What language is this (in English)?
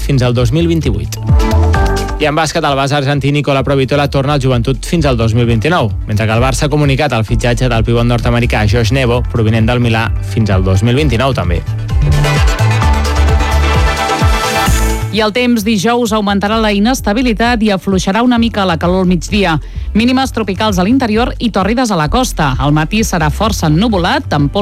Catalan